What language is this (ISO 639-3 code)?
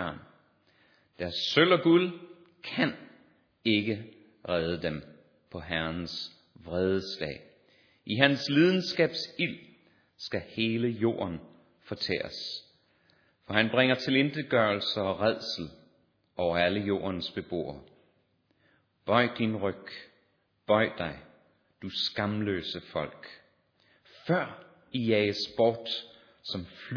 dan